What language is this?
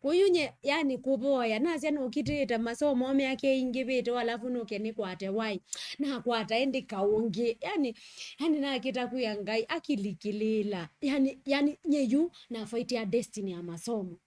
Kamba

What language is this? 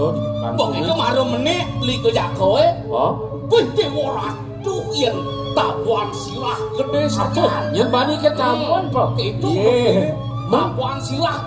Balinese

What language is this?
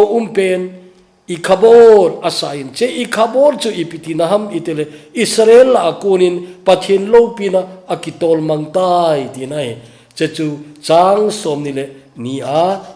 Thado Chin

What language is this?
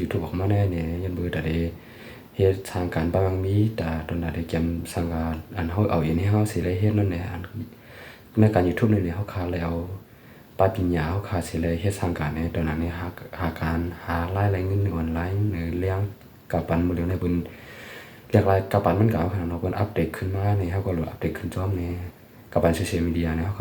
Shan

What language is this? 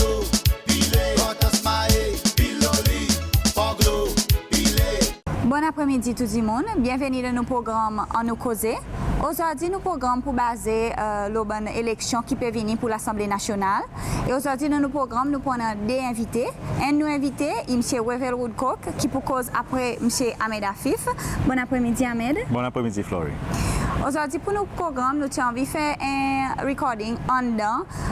Seselwa Creole French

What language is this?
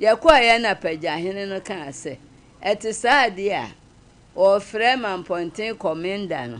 Akan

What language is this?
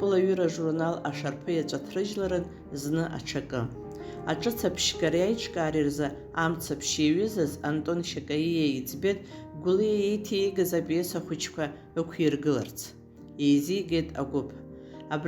Abkhazian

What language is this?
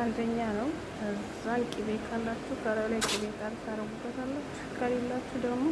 Amharic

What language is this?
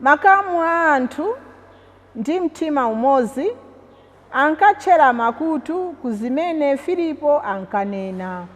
Nyanja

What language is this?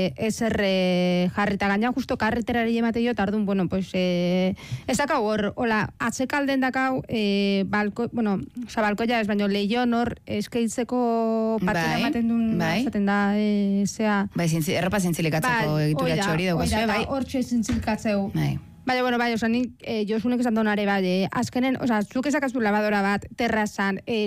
Basque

